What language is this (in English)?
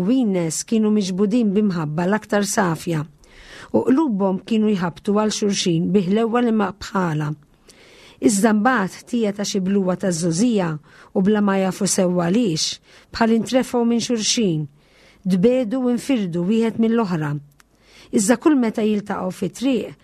Maltese